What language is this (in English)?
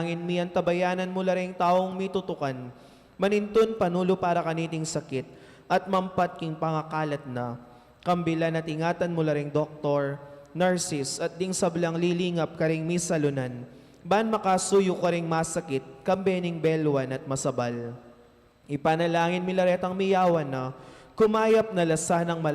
Pampanga